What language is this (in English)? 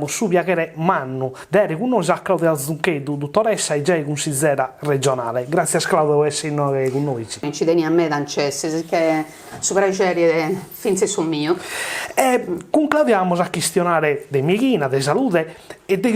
Sardinian